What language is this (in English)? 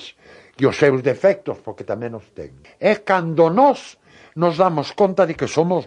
Galician